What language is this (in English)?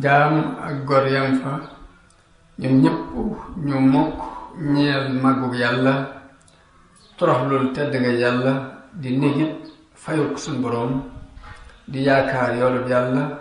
Wolof